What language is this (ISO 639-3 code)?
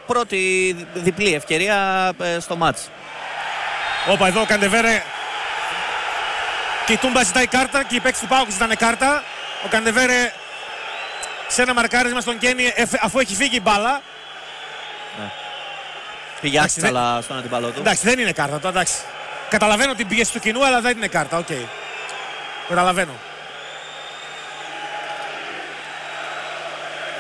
ell